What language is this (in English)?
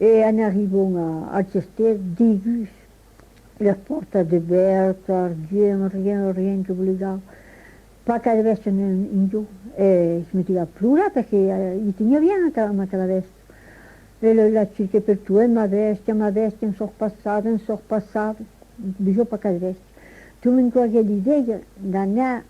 Occitan